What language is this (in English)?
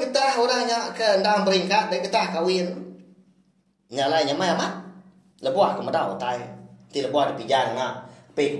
Iban